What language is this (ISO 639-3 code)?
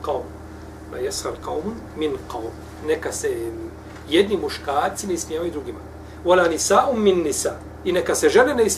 bos